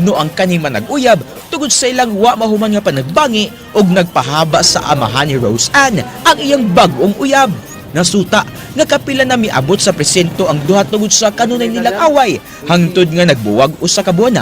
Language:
Cebuano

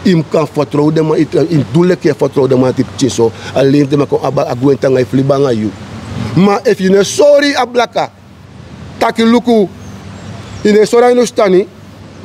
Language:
Sranan Tongo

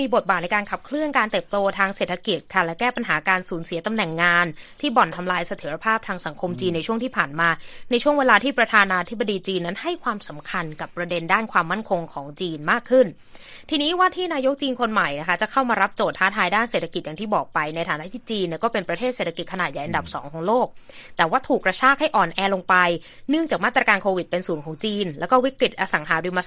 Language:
Thai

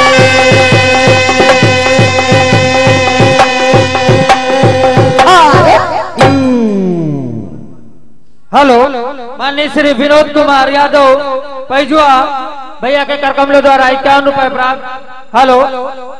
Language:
Hindi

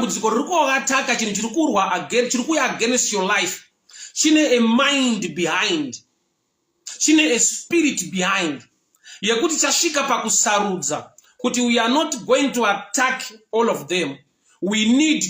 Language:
Shona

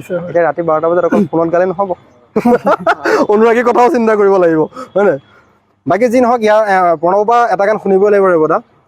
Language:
Assamese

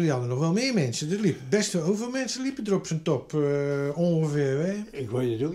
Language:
Dutch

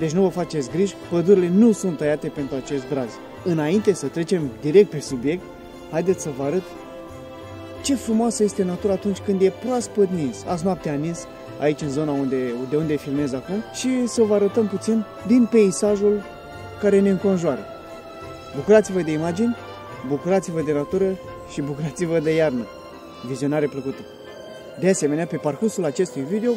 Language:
Romanian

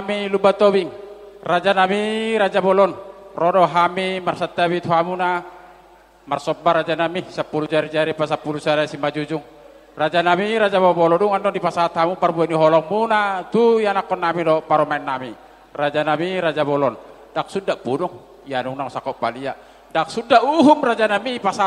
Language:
Batak Toba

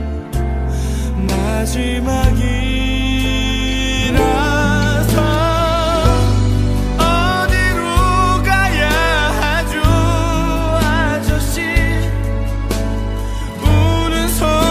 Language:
Korean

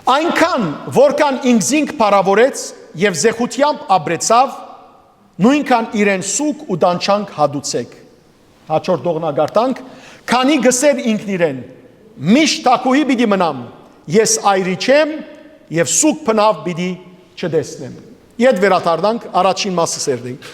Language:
Western Armenian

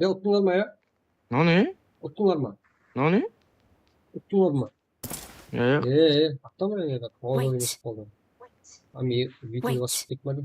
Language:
Kara-Kalpak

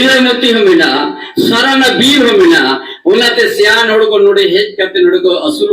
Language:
Santali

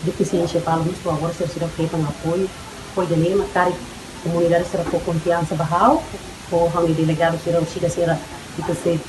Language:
Tetum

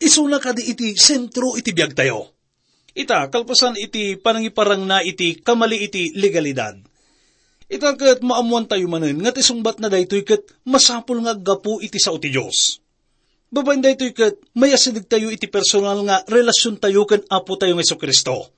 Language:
Iloko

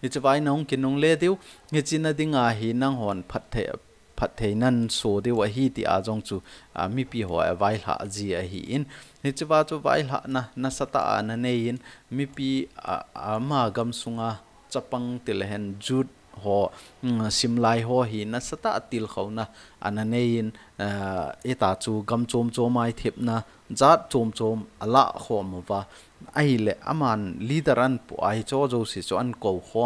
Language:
Thado Chin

